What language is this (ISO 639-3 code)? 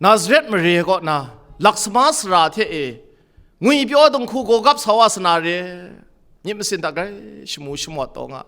kac